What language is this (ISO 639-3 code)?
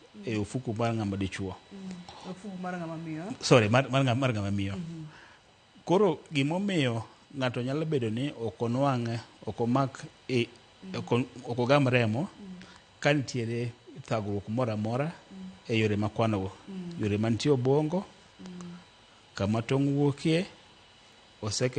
luo